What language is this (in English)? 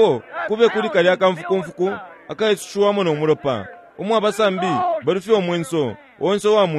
Bemba